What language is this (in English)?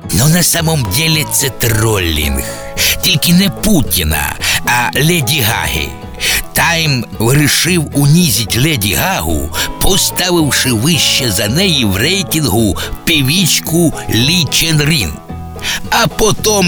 Ukrainian